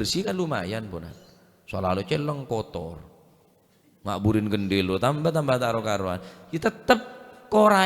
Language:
Madurese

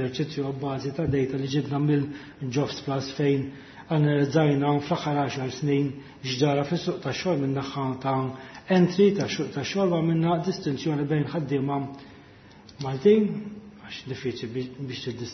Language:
Maltese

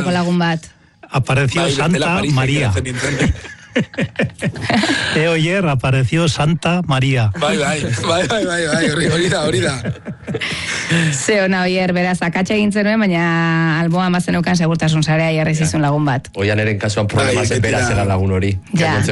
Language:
Basque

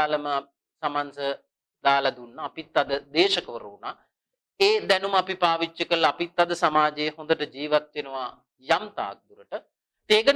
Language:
Sinhala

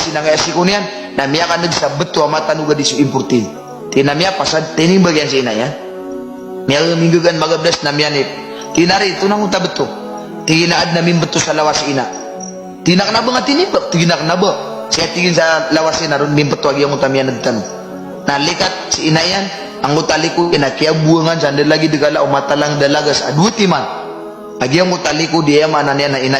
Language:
Maranao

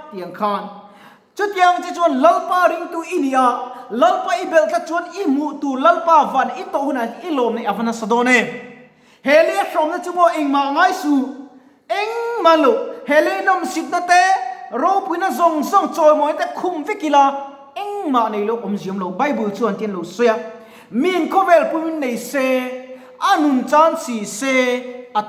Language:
Mizo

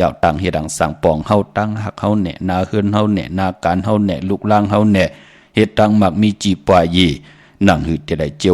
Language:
Shan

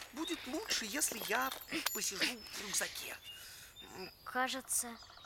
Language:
Russian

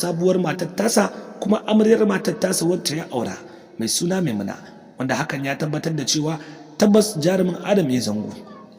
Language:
Hausa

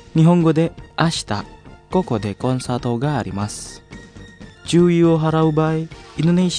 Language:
Japanese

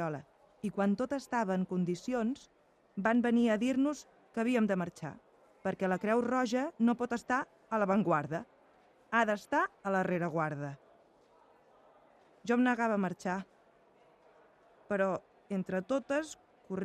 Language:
Catalan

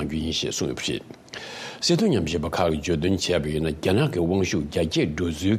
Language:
Tibetan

